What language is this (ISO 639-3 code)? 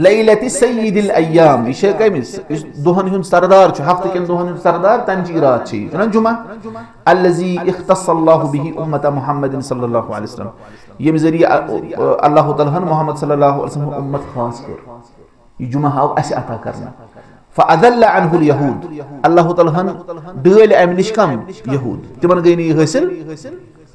kas